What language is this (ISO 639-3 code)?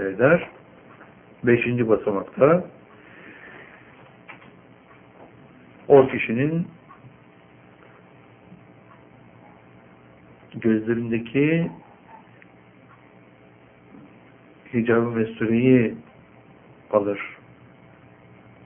tur